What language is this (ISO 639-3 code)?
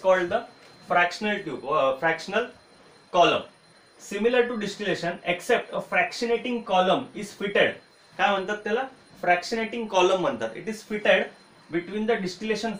mar